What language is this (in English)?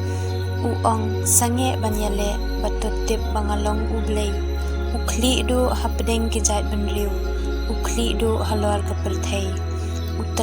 Khasi